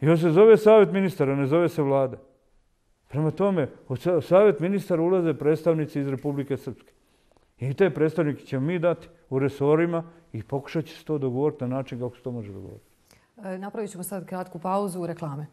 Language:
Croatian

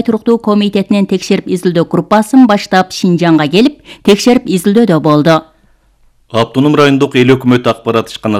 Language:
Kyrgyz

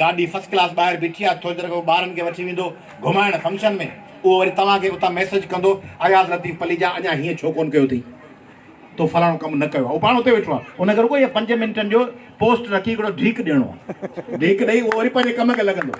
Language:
Sindhi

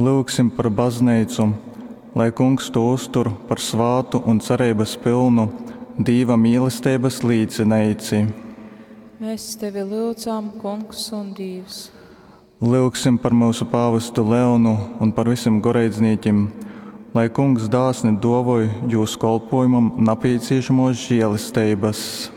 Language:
Latgalian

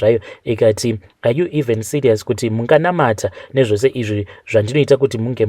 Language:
Shona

